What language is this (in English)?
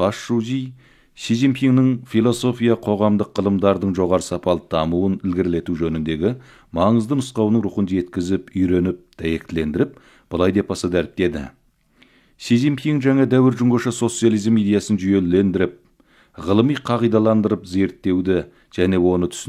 Kazakh